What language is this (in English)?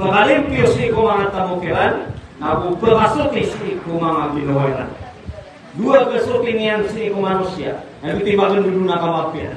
Maranao